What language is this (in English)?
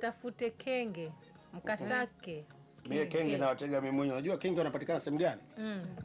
Swahili